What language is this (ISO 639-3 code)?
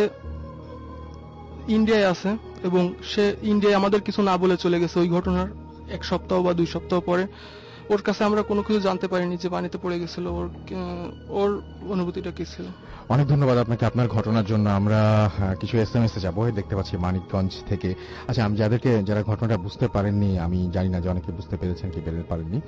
ben